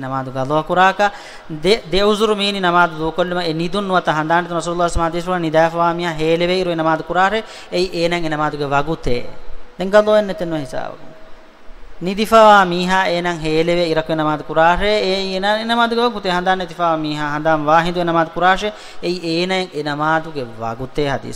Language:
Divehi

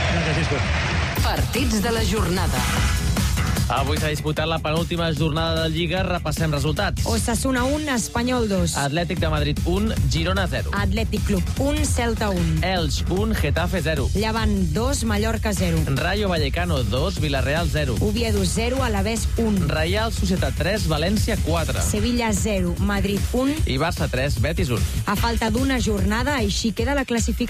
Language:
Catalan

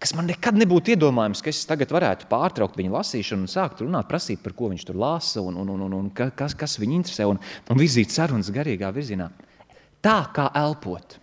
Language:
Latvian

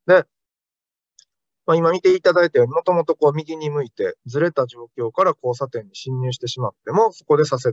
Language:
Japanese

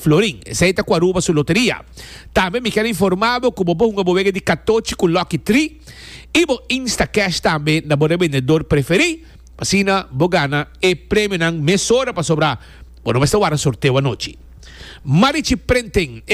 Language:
Papiamento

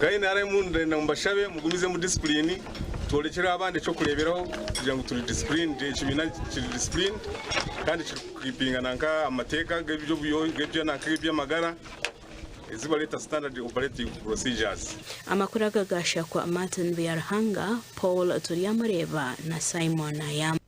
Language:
Nyankole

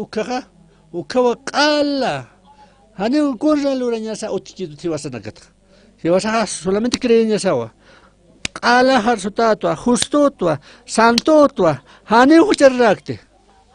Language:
Aymara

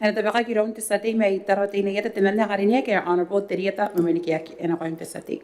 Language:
Gilbertese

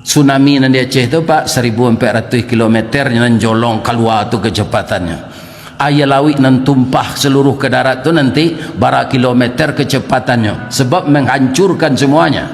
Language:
Minangkabau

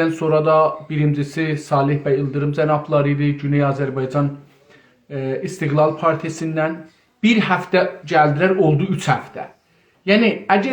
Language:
South Azerbaijani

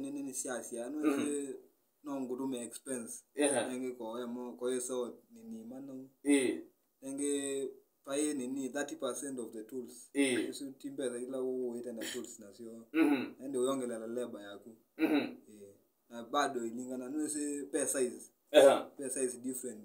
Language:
Kamba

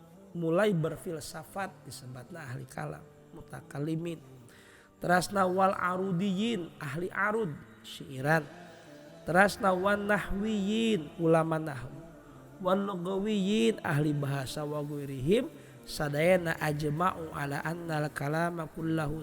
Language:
Sundanese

